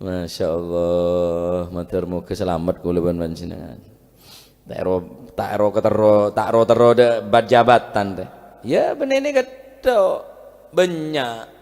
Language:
Madurese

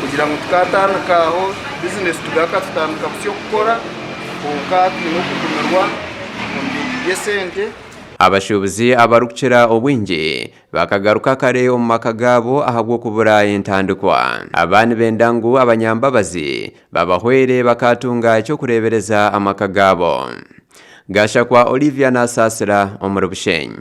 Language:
Nyankole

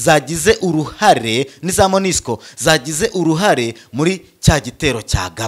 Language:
Kinyarwanda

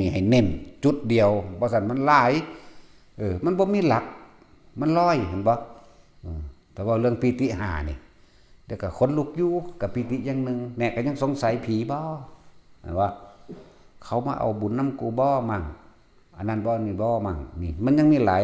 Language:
Northeastern Thai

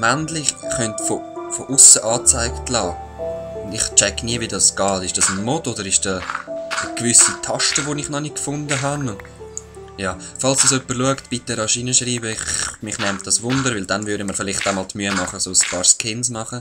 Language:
Swiss German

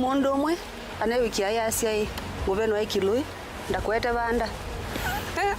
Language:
Kamba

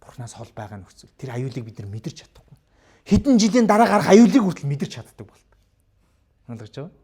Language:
Mongolian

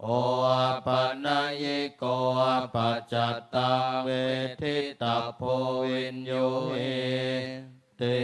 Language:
Pali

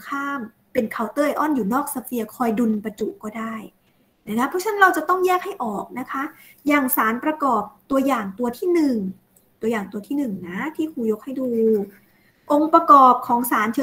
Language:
Thai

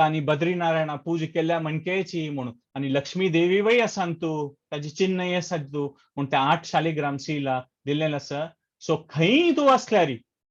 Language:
Konkani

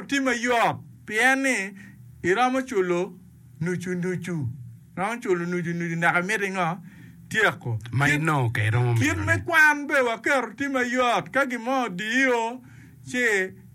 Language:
Acoli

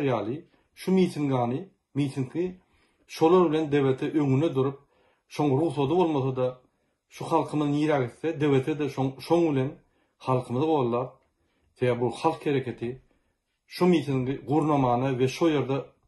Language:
Turkmen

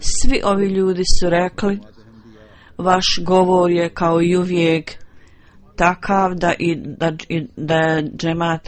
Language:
Bosnian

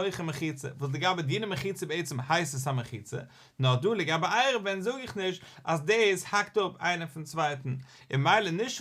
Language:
Yiddish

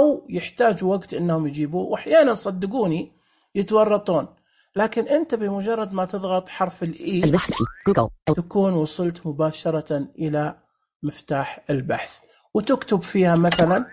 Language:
Najdi Arabic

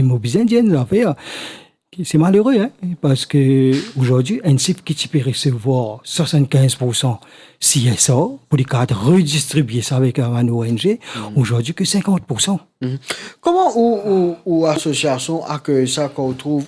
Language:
Morisyen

